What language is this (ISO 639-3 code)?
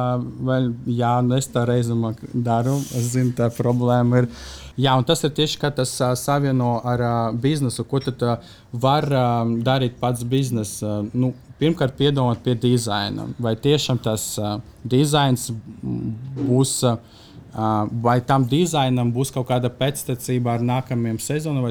lav